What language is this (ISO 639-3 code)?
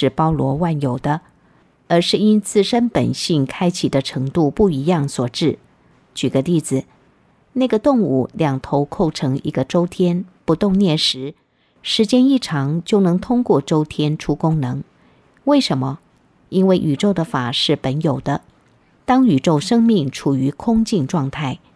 zho